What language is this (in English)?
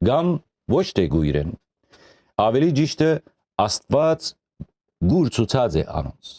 Western Armenian